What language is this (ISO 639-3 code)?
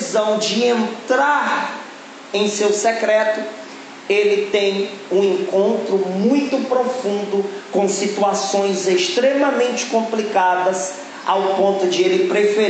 por